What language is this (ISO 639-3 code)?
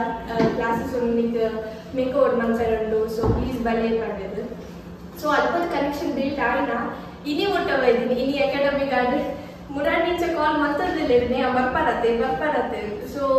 tcy